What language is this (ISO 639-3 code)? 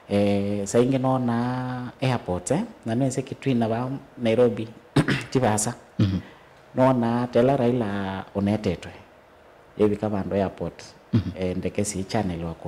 kam